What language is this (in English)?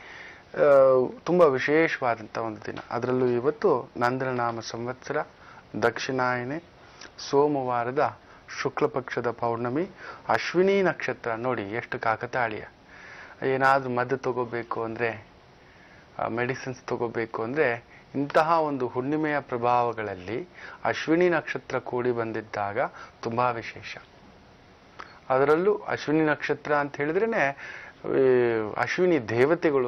Kannada